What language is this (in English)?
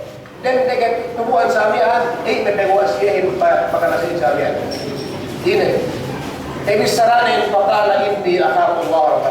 Yakan